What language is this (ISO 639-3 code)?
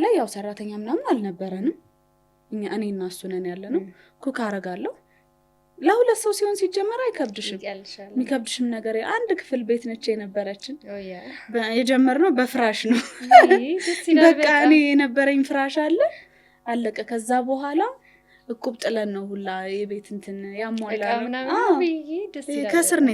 amh